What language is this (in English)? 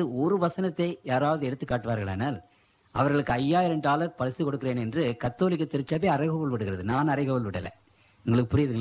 Tamil